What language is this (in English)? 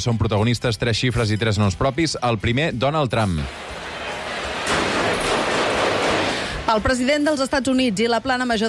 Catalan